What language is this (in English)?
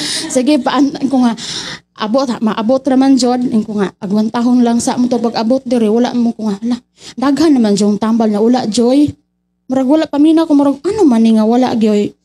Cebuano